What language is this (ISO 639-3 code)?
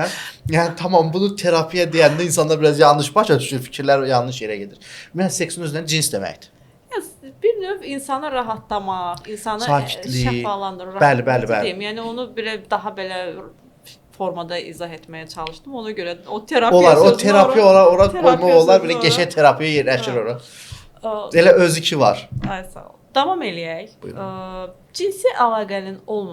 aze